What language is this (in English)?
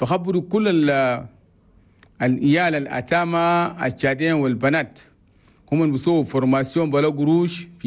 Chadian Arabic